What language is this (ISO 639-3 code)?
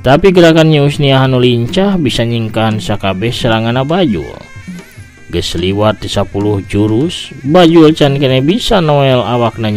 sun